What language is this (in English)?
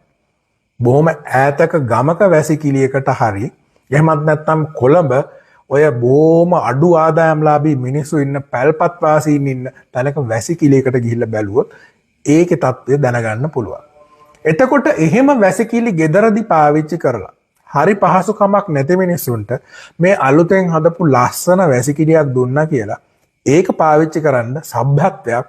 Sinhala